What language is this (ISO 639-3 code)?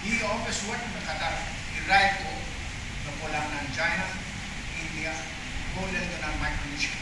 pon